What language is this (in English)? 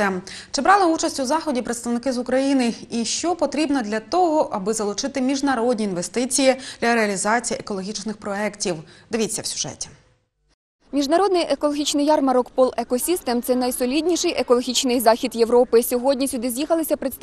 Ukrainian